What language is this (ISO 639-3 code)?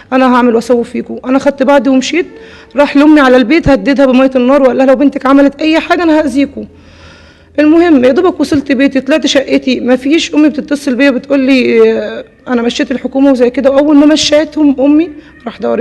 arz